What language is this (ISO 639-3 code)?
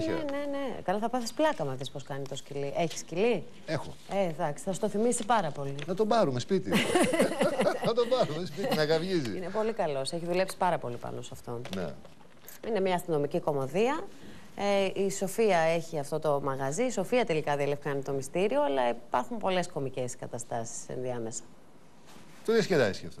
ell